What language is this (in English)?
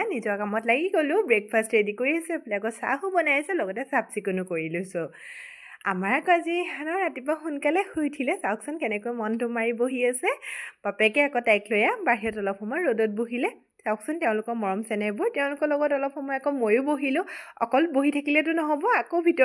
Assamese